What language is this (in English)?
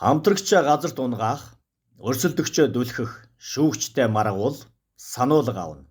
Mongolian